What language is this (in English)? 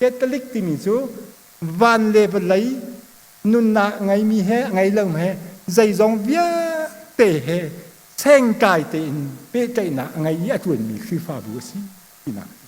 Hakha Chin